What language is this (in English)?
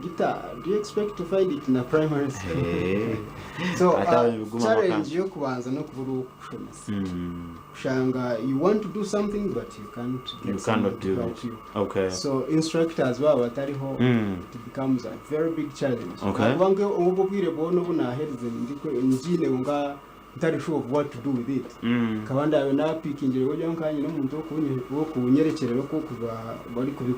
Nyankole